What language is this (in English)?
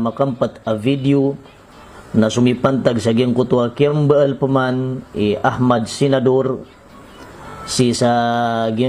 Maranao